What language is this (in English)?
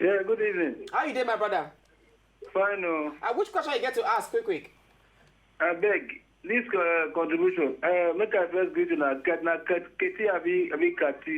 Nigerian Pidgin